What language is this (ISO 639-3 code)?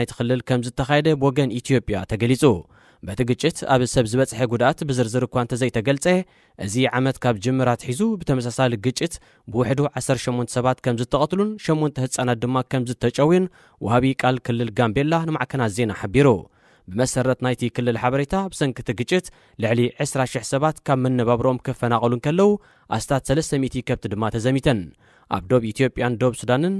tir